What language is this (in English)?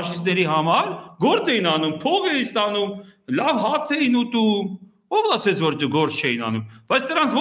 Armenian